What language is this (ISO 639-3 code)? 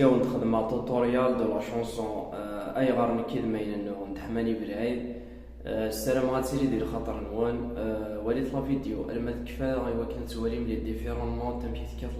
kab